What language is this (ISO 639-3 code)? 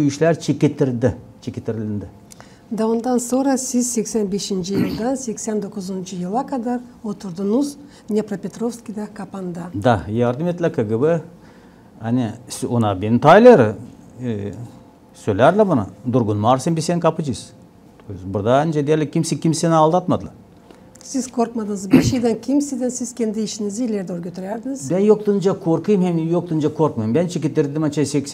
gag